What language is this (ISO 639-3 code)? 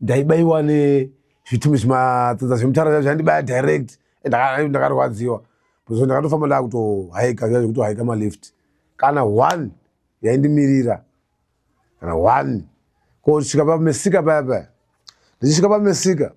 sna